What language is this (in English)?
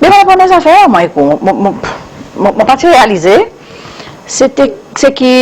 Seselwa Creole French